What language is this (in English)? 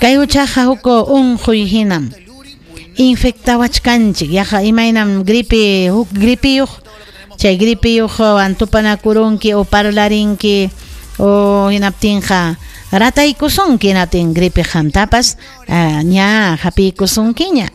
Ayacucho Quechua